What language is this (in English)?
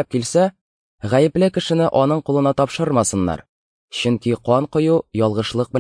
Tatar